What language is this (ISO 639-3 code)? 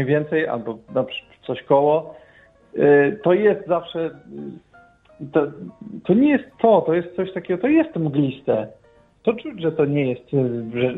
pol